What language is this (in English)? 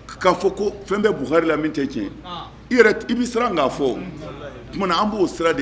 Bambara